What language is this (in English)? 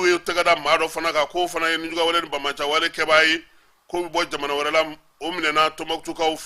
Bambara